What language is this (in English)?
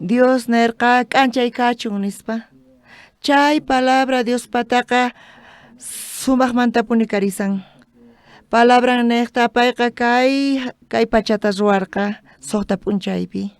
South Bolivian Quechua